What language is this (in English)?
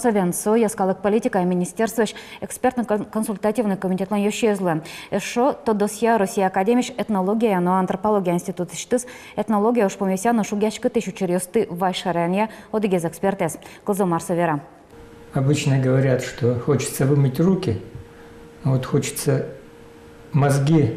Udmurt